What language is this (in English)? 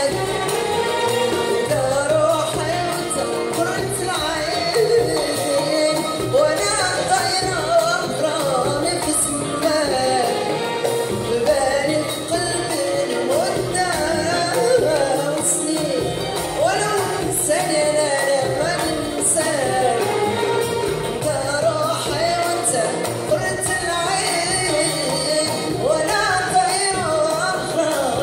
Moroccan Arabic